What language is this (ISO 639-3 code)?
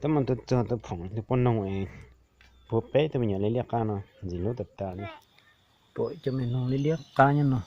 hmn